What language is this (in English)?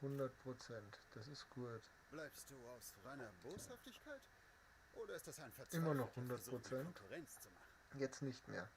Bavarian